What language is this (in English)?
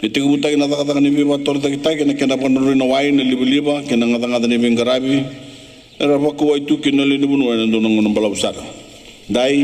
Fijian